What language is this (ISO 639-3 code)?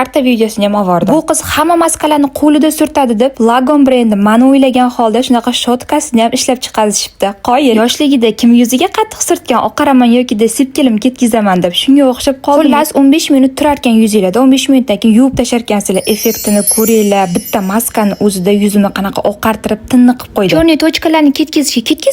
uzb